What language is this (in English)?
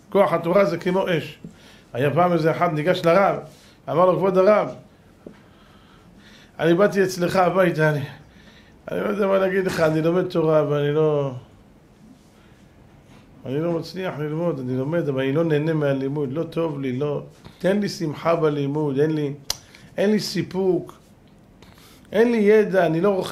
Hebrew